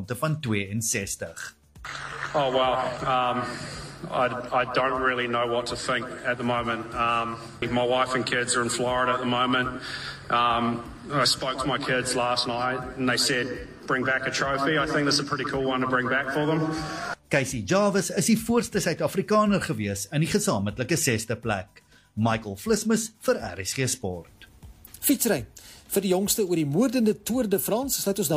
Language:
Afrikaans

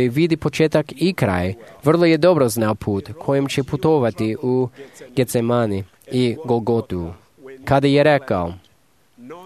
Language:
Croatian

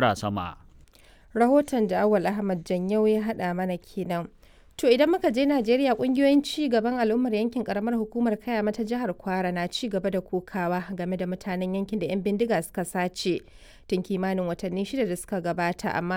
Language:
Hausa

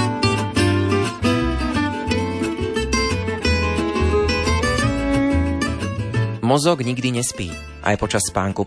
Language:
Slovak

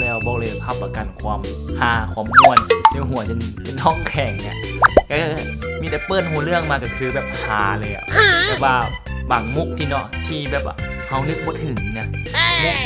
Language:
Lao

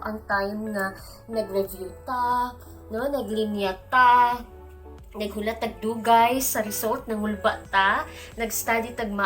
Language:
Cebuano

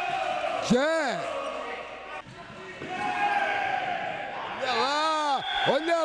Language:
Portuguese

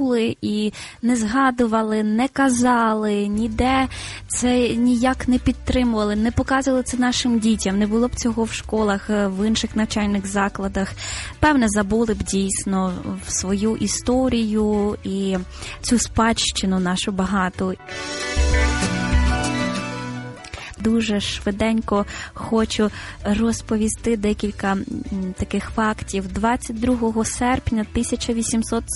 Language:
Ukrainian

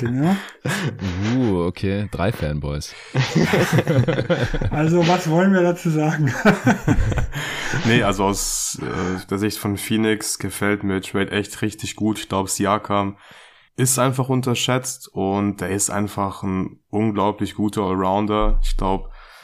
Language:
German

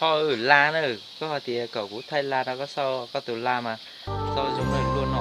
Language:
Hmong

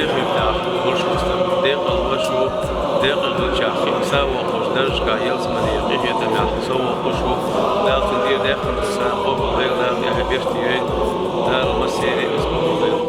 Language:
Chechen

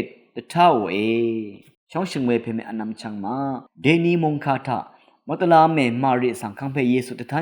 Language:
Rawang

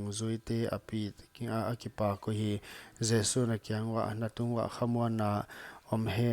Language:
Paite Chin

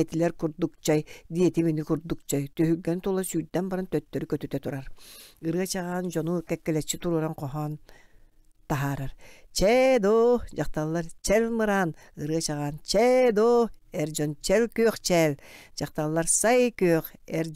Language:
Yakut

